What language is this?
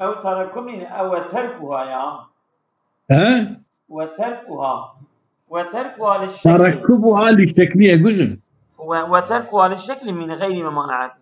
Kurdish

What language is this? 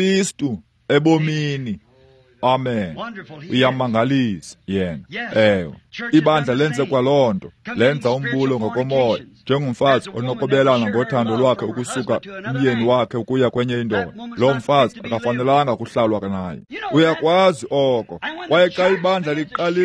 Xhosa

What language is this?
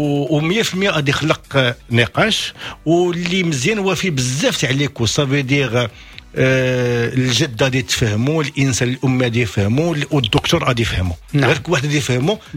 Moroccan Arabic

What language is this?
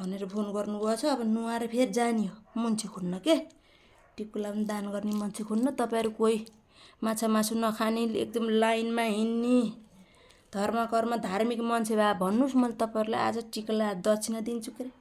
Nepali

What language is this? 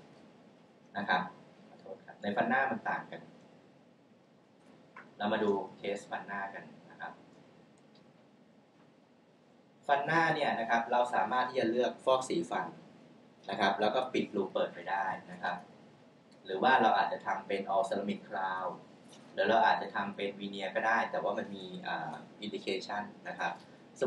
Thai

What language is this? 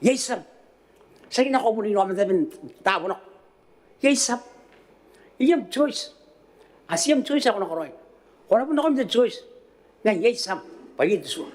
Gilbertese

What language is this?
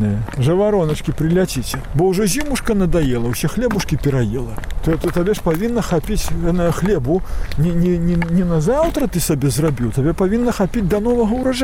Belarusian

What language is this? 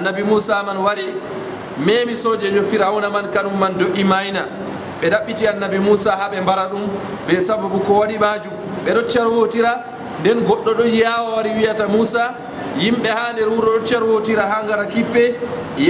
Fula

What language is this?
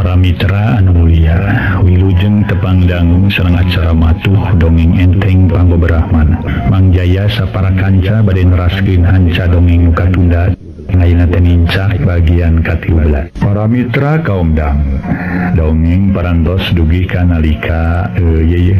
Sundanese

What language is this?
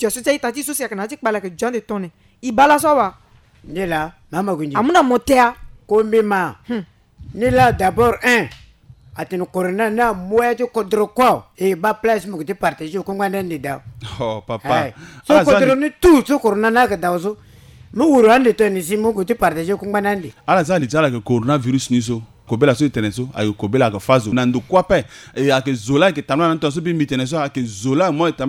Sango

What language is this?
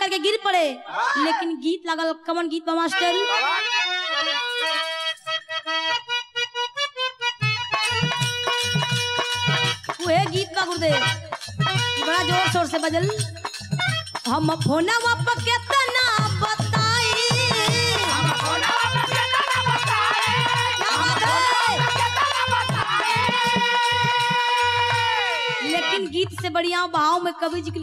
Bhojpuri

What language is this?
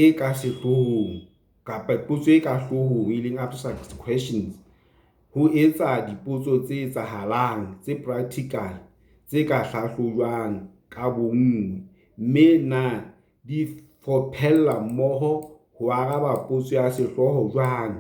Southern Sotho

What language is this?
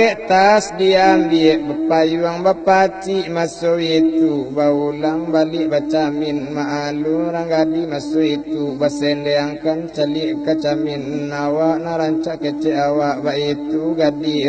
Minangkabau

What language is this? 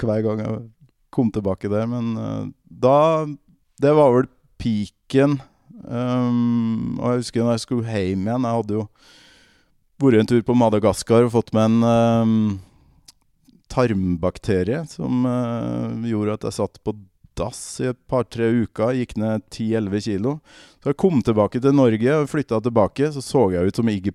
Norwegian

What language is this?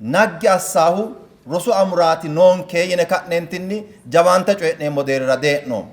Sidamo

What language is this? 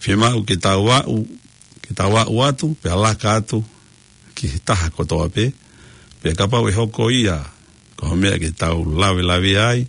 Tongan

